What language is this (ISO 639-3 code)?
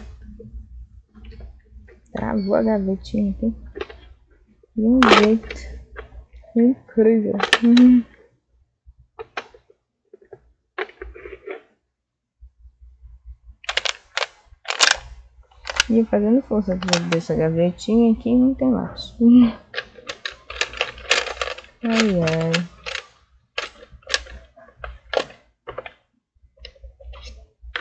por